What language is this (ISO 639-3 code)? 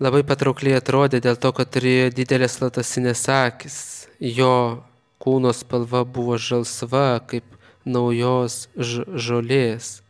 lit